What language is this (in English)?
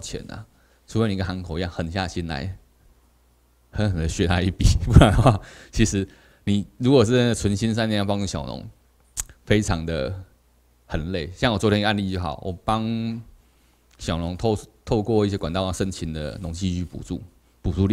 Chinese